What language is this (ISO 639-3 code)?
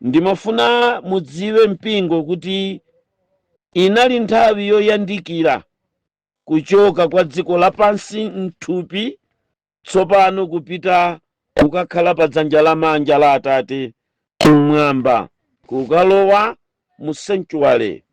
nya